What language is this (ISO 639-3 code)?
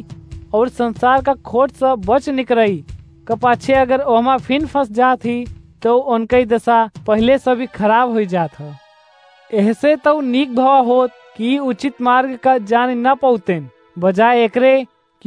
awa